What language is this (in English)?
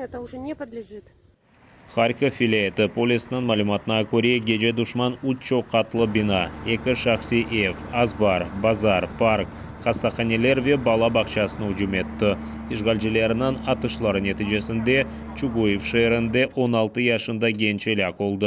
Crimean Tatar